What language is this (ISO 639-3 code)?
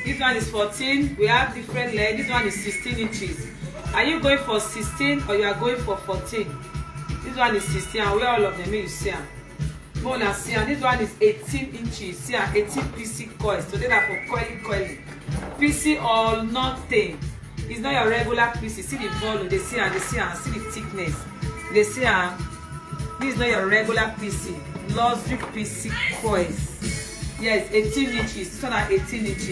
pcm